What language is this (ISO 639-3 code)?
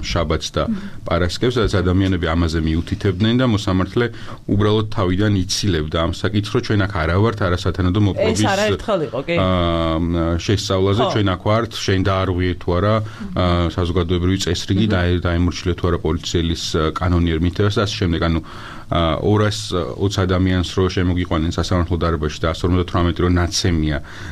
kat